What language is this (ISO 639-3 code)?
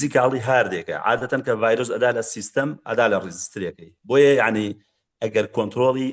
ckb